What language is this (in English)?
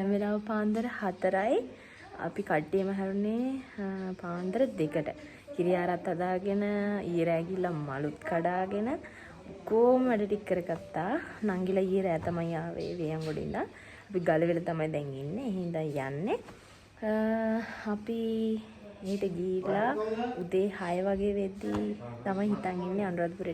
Sinhala